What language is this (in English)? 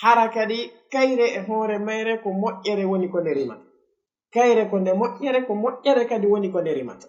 Fula